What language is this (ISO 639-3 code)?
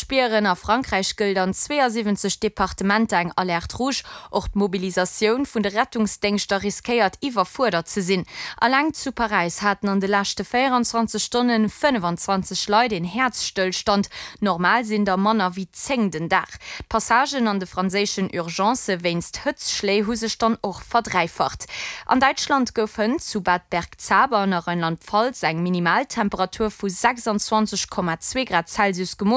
ltz